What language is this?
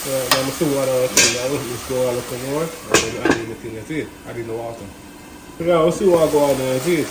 Jamaican Creole English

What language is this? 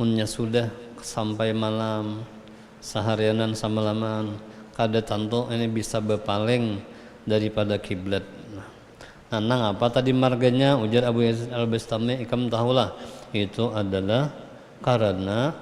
Banjar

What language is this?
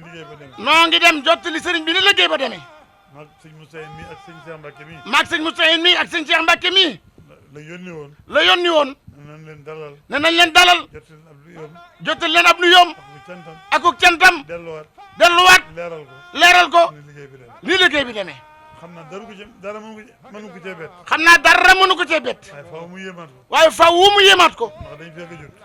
Wolof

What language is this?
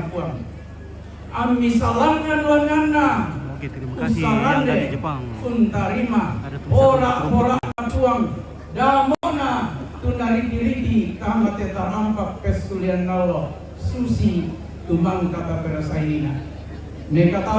Toraja-Sa'dan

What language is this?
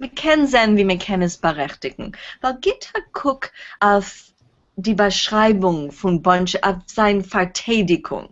Yiddish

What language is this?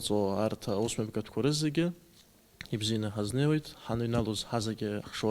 Abkhazian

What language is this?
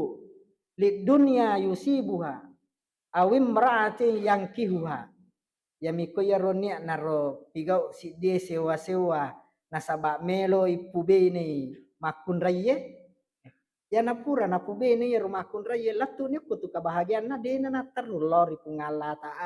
Buginese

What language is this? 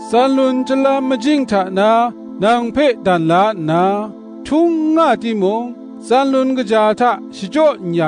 Kachin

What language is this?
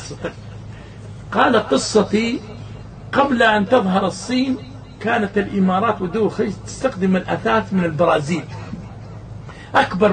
Arabic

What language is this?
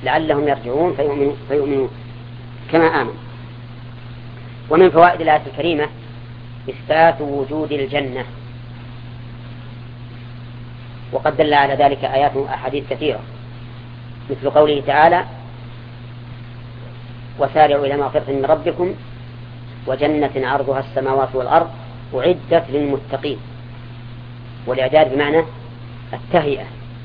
Arabic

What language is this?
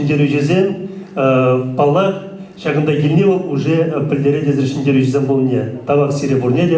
Chuvash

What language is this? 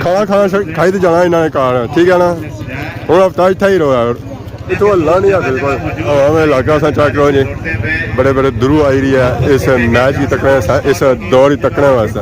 Pahari-Potwari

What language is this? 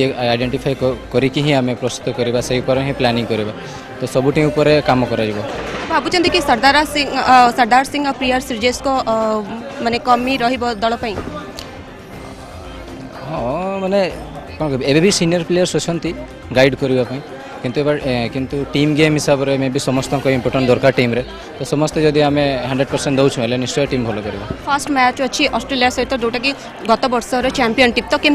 Odia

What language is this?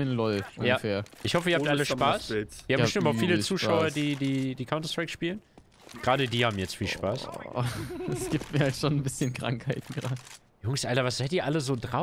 German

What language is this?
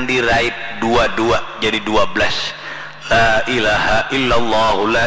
Banjar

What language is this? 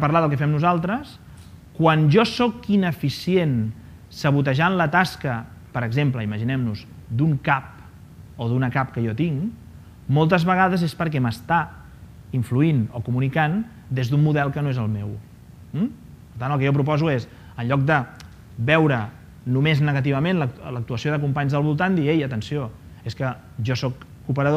Catalan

